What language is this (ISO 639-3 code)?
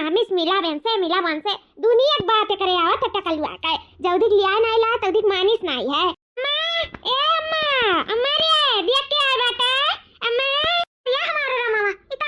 awa